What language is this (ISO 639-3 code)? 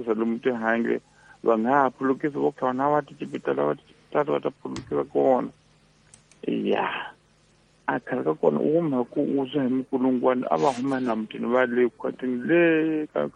tso